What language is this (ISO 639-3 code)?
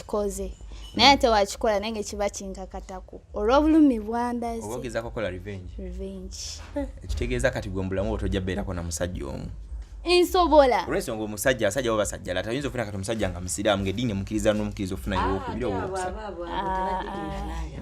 lug